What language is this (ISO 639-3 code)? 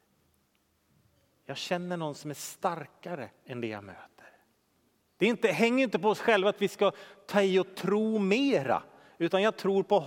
swe